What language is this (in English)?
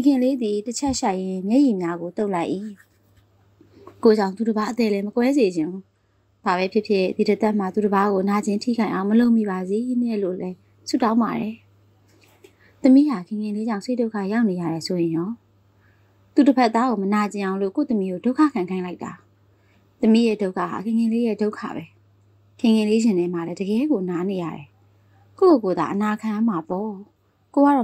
Burmese